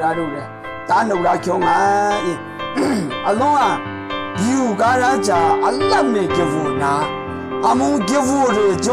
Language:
Maru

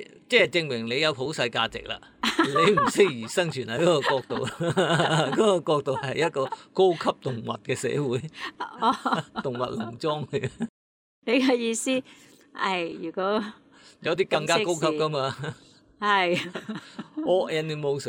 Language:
Cantonese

